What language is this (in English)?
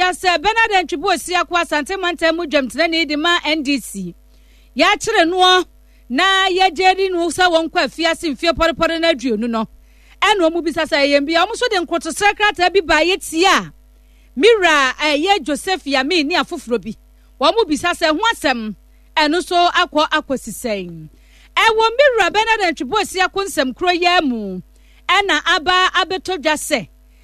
Akan